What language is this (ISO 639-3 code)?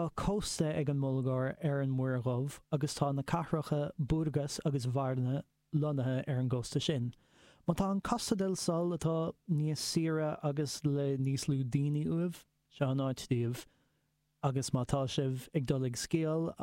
gle